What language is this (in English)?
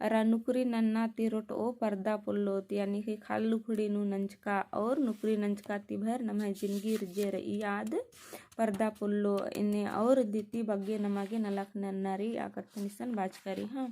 Kurukh